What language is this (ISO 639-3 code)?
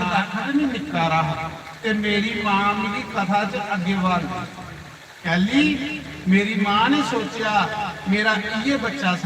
doi